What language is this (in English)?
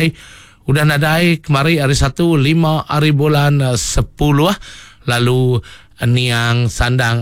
Iban